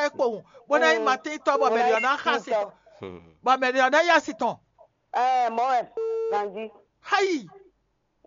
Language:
Fon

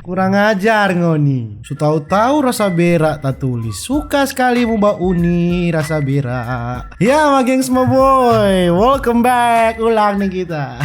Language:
Manado Malay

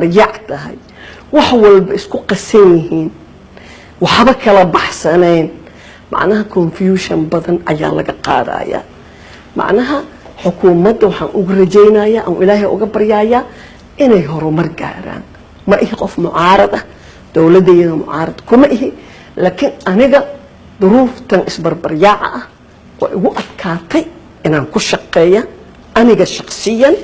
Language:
Somali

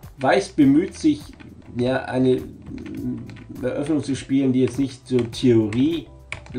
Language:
German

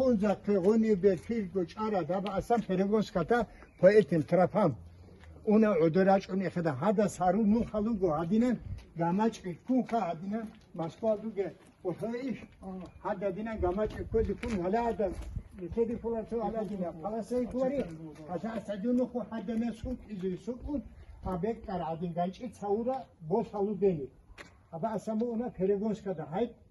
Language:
Avaric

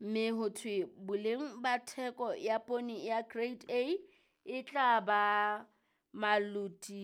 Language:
Southern Sotho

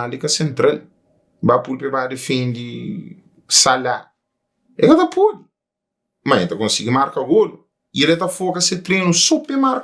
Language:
Kabuverdianu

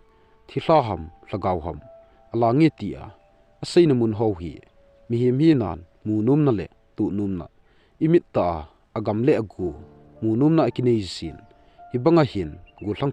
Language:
Thado Chin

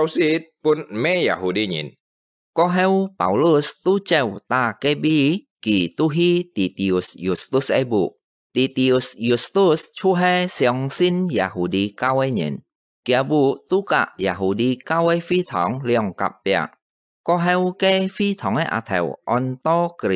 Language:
Hakka Chinese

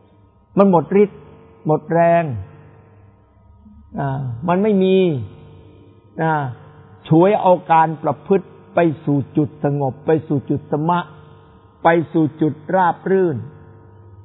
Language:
Thai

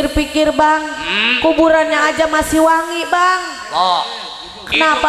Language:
Betawi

